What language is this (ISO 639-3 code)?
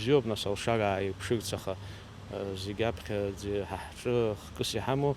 abk